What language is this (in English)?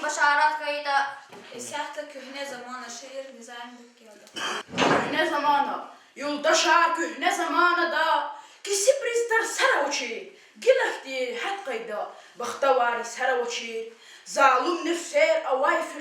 Lezghian